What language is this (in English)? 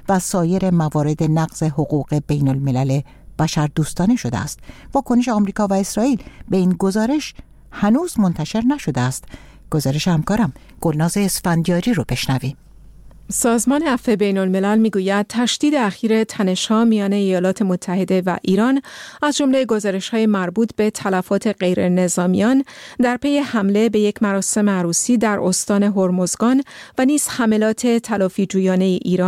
Persian